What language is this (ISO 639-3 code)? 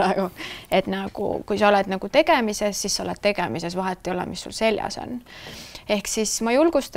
est